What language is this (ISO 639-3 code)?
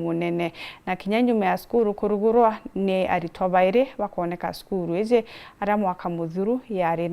mer